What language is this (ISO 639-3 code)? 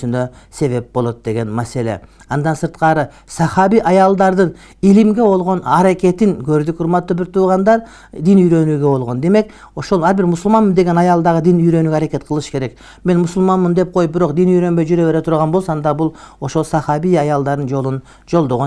kir